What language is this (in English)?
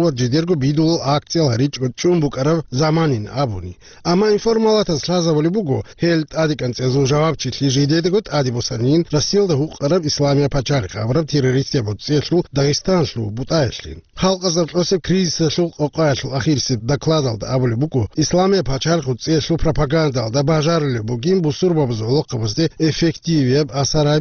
Avaric